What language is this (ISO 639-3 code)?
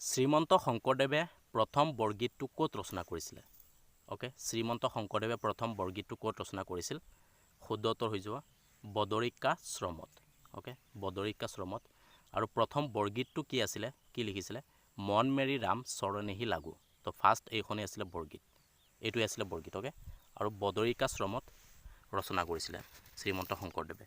asm